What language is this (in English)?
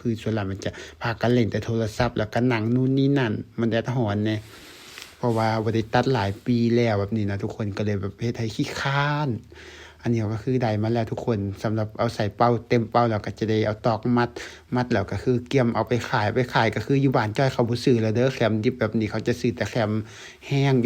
Lao